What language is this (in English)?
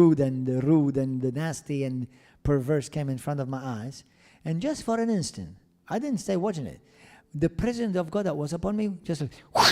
English